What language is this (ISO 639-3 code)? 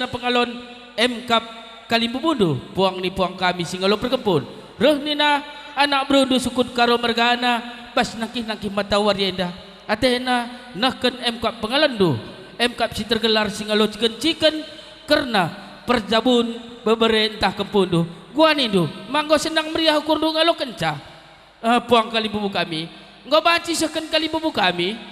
btx